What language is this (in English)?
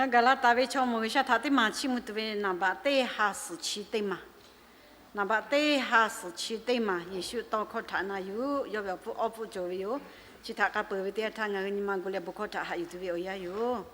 Lahu